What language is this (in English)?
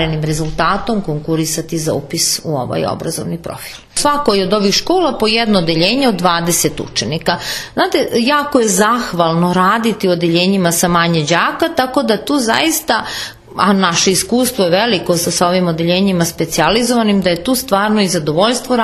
Serbian